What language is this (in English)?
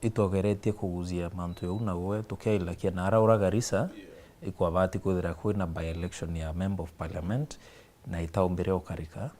Meru